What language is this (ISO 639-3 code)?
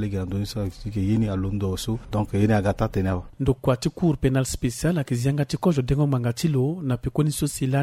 sag